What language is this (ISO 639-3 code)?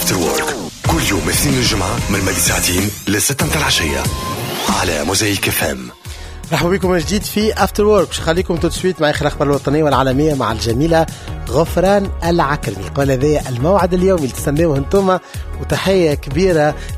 aeb